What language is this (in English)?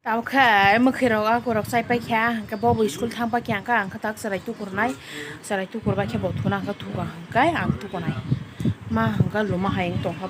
Kok Borok